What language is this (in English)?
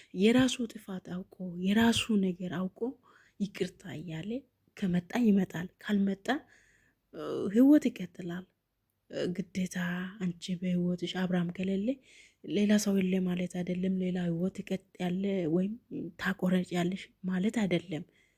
Amharic